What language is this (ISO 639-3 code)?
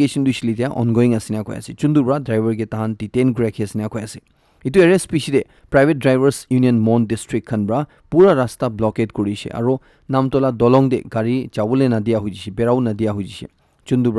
nag